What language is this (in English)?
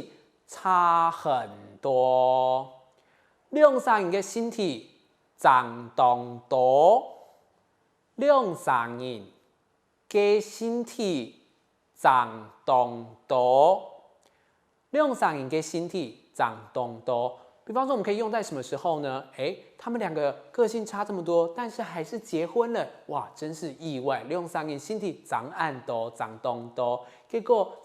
Hakka Chinese